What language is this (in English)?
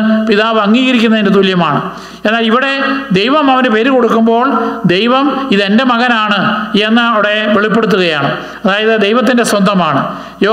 Malayalam